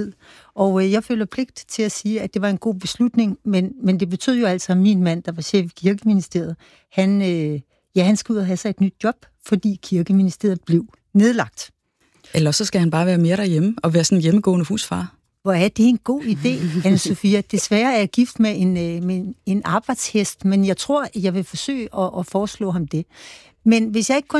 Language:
Danish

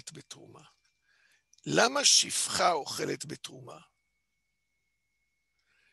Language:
Hebrew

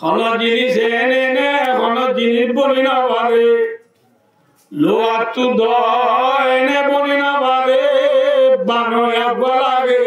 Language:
Rohingya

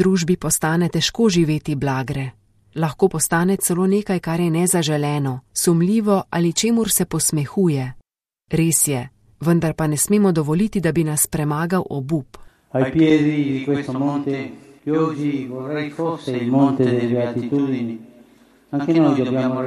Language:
Slovenian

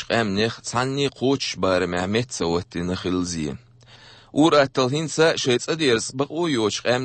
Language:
Chechen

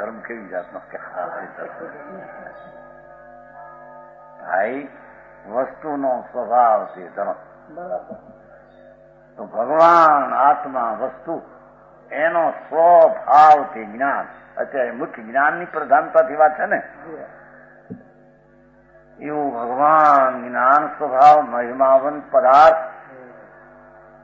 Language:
Gujarati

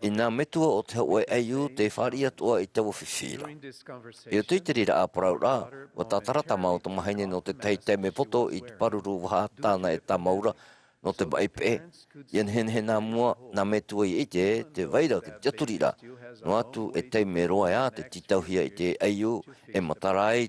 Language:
Tahitian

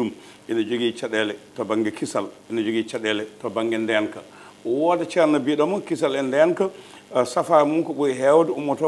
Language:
Fula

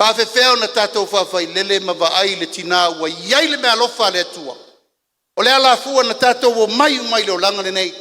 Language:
Samoan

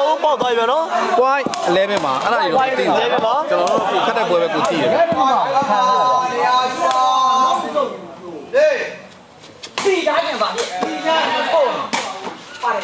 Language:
Burmese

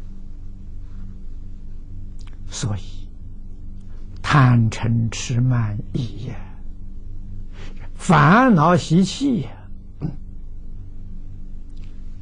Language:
Chinese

